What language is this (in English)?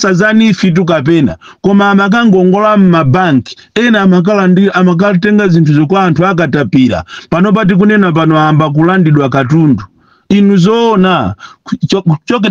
Nyanja